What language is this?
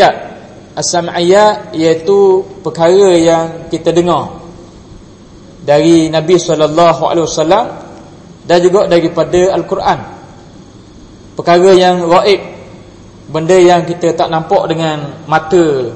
Malay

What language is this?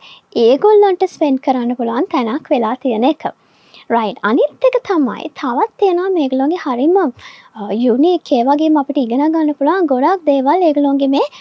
Sinhala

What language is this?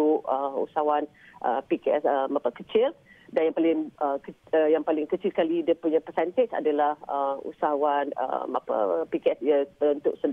Malay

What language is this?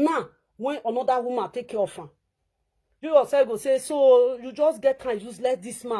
Nigerian Pidgin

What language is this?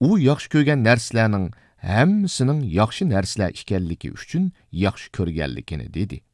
Uyghur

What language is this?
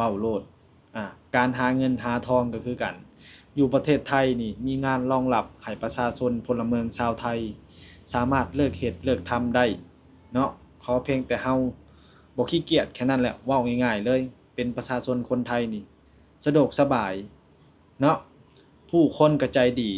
Lao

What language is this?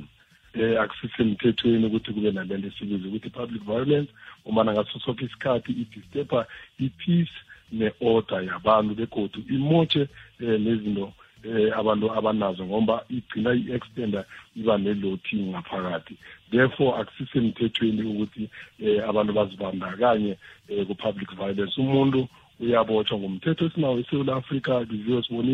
South Ndebele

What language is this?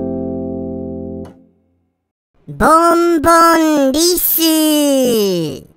Japanese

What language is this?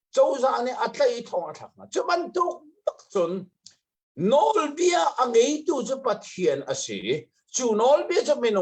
Hakha Chin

